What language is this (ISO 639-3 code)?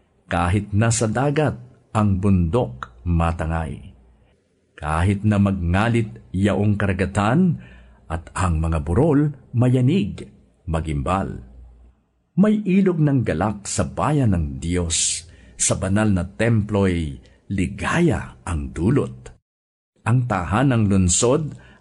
fil